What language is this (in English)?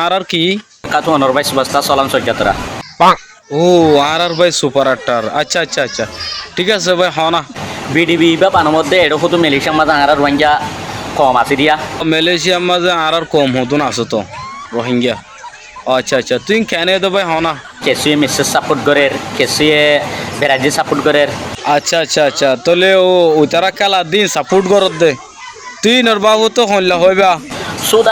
Rohingya